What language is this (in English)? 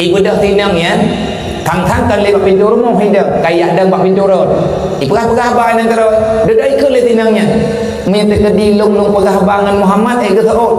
Achinese